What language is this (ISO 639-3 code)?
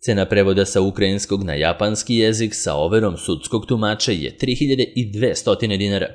srp